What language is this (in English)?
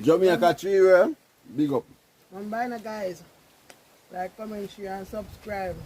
Jamaican Creole English